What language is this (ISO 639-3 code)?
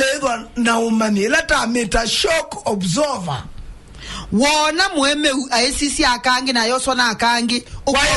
kam